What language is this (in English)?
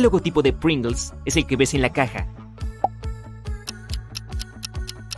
Spanish